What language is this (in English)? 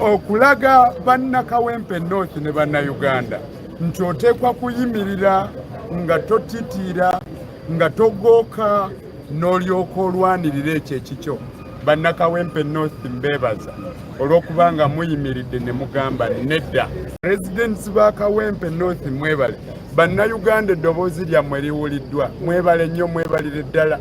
Ganda